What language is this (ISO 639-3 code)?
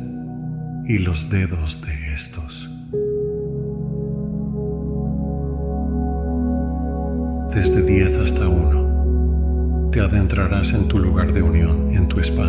spa